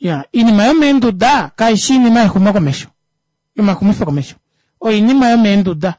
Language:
Kuanyama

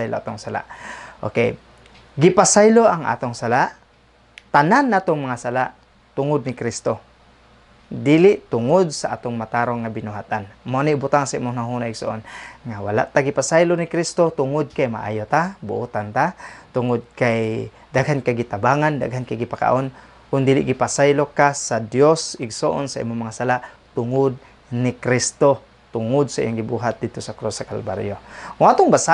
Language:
Cebuano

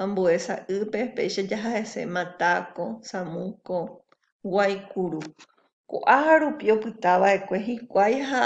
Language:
Guarani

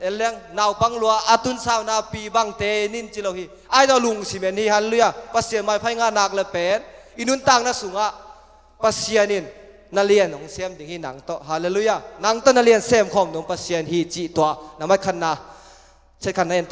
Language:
Tedim Chin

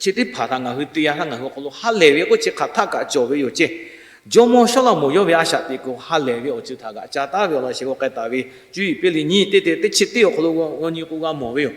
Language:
Lahu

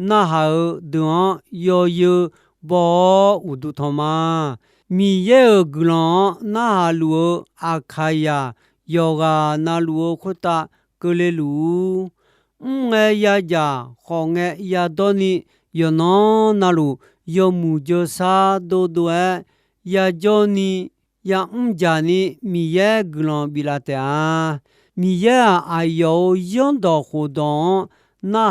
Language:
Akha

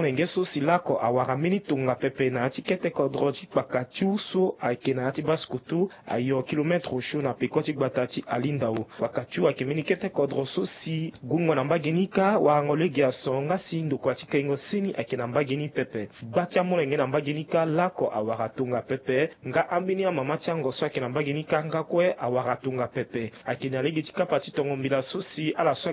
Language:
Sango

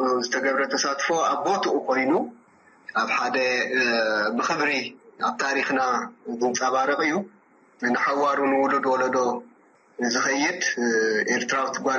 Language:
Tigrinya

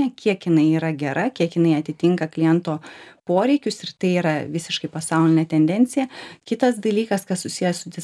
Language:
Lithuanian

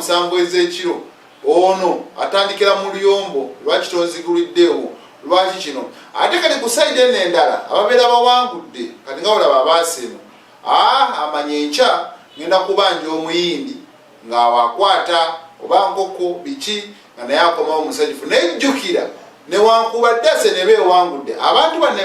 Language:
Ganda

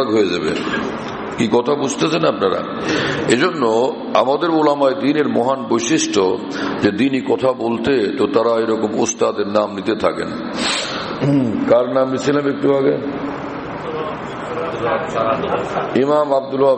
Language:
Bangla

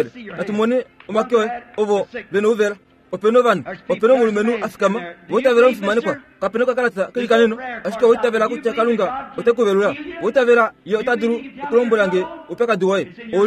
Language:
Kuanyama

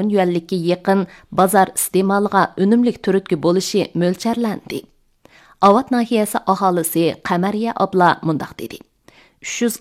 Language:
Uyghur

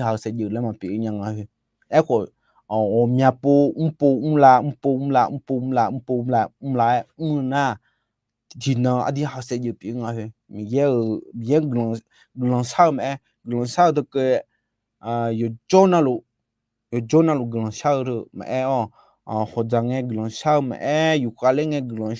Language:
Akha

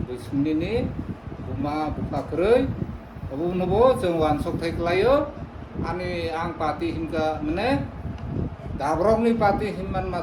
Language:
Kok Borok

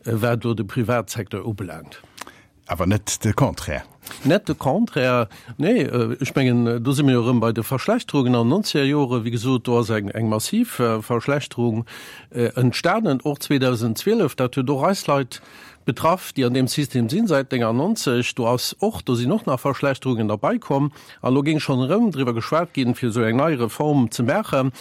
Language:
Luxembourgish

